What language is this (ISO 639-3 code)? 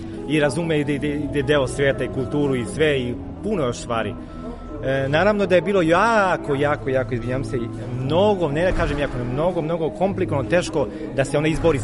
srp